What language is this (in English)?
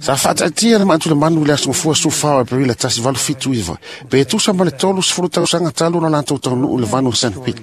Samoan